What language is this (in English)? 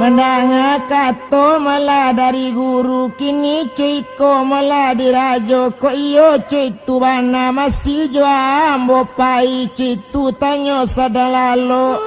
Minangkabau